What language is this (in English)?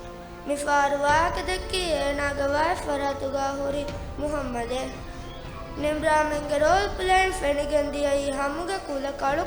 Divehi